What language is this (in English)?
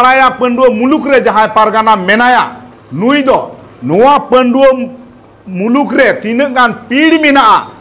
Santali